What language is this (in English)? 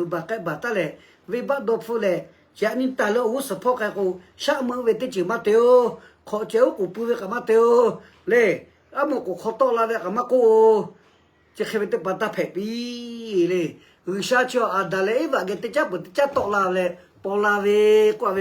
Lahu